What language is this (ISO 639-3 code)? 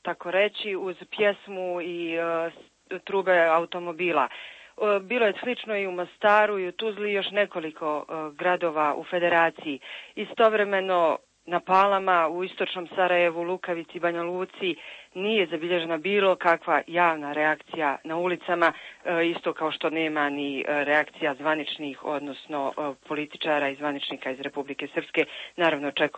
srp